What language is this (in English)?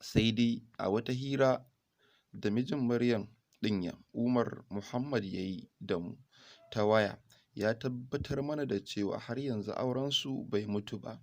Hausa